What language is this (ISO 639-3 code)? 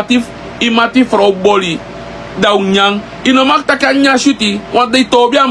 srn